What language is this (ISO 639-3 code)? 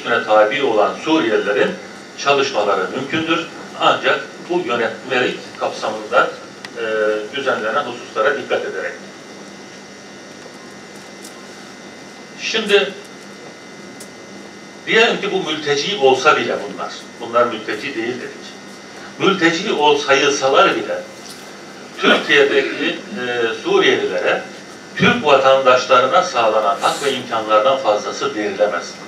tur